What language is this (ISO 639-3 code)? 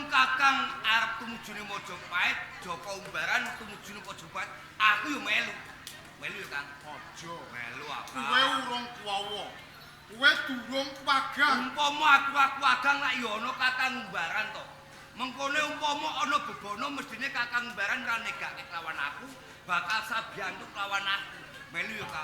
jav